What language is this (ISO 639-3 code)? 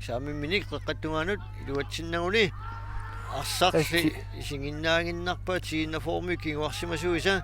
kal